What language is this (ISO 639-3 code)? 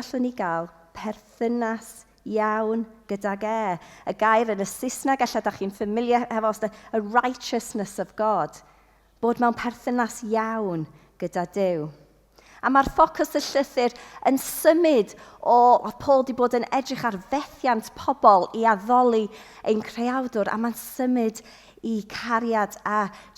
cym